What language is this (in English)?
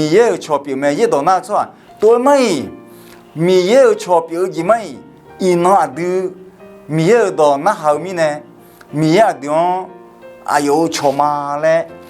Akha